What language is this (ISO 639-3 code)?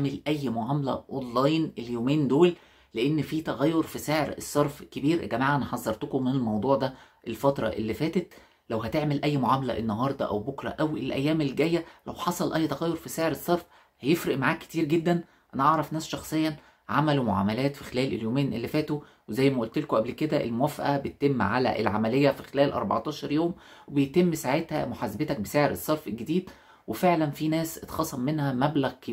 arz